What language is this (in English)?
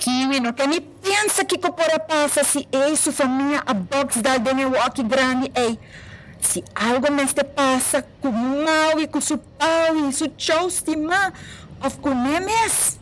Papiamento